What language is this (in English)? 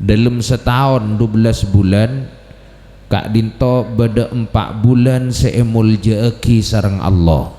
Madurese